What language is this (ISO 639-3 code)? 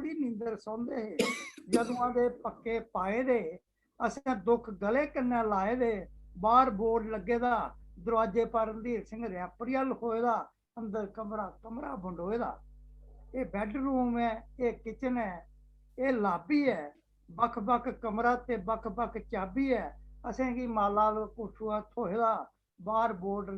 doi